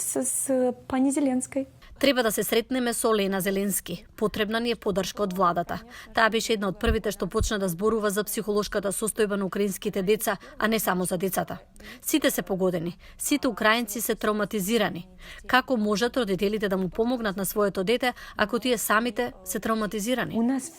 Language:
Macedonian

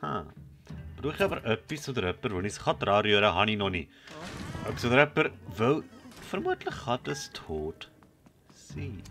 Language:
Swiss German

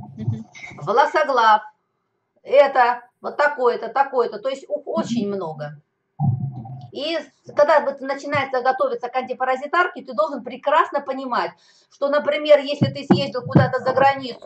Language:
Russian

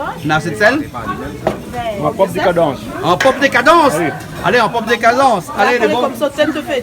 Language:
Réunion Creole French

